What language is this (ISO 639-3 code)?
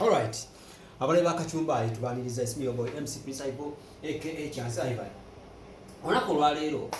lug